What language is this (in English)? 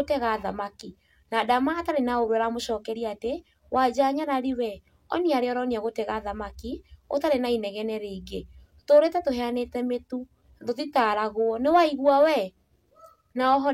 Kikuyu